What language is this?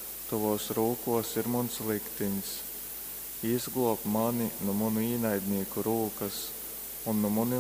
Latgalian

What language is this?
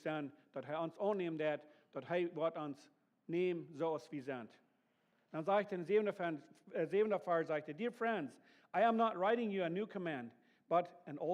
Plautdietsch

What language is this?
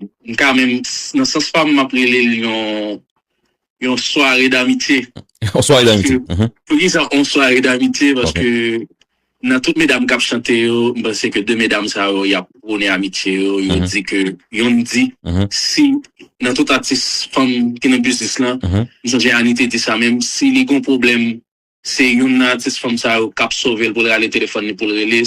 Haitian Creole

